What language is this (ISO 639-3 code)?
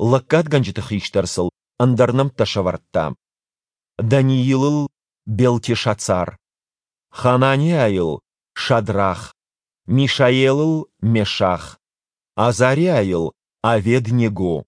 oss